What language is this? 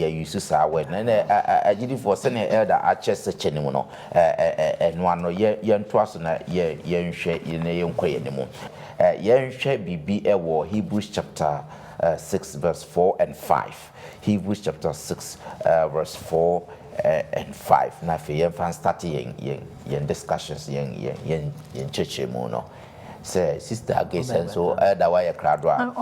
Akan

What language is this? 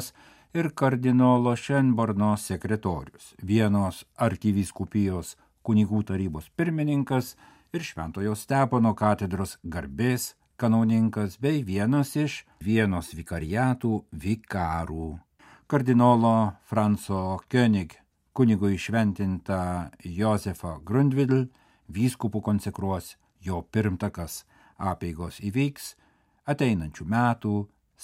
Lithuanian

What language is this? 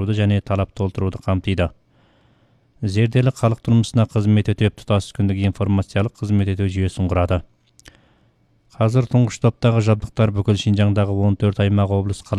Kazakh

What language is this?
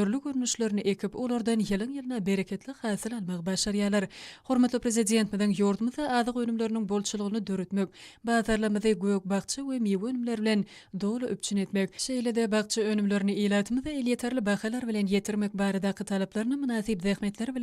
Turkmen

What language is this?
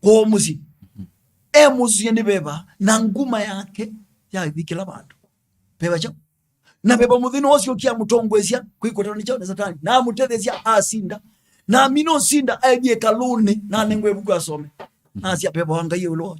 Kamba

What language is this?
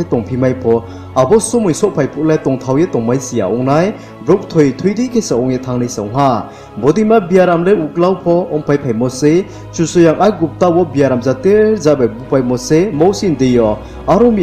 Riang (India)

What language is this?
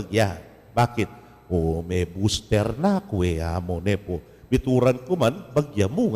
Pampanga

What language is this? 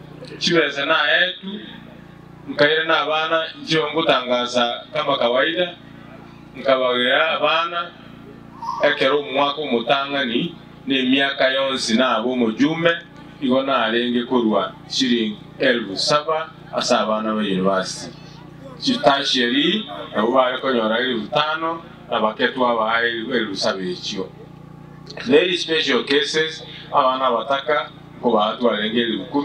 Gusii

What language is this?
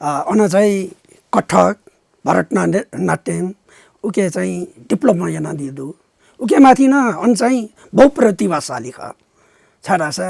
Newari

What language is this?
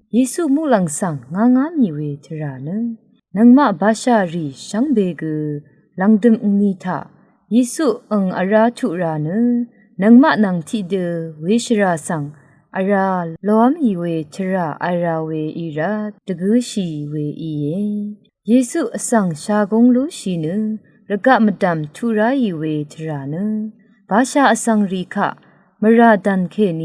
Rawang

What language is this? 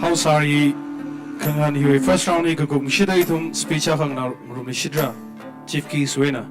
Tangkhul Naga (India)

